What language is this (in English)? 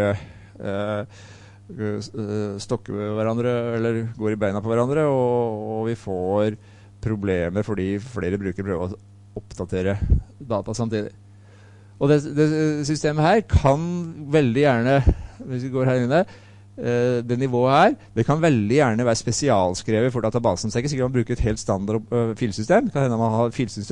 Norwegian